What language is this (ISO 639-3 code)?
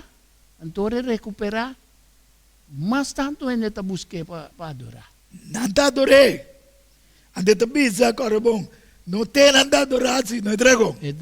pap